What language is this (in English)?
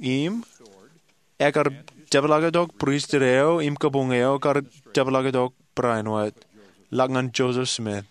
Marshallese